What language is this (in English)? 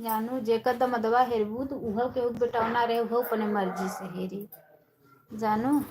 Awadhi